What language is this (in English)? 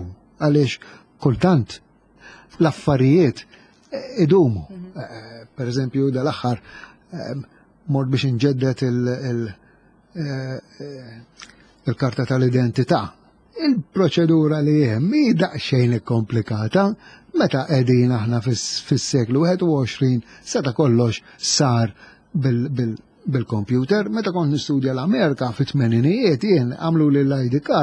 Maltese